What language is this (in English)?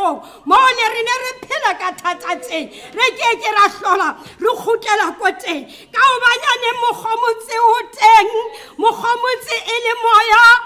Tswana